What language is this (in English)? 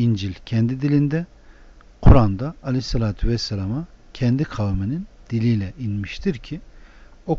Turkish